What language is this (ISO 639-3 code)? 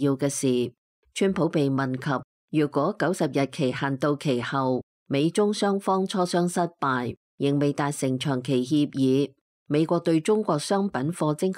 yue